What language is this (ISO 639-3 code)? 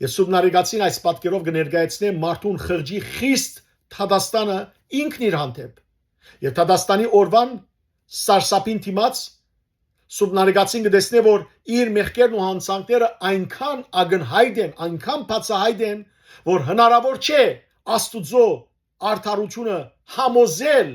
hyw